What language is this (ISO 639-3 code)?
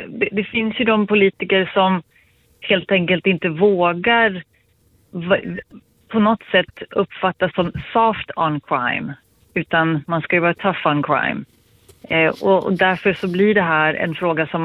swe